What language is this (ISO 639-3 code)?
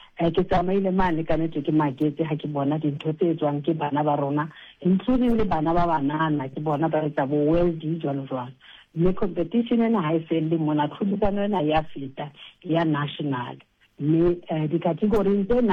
sot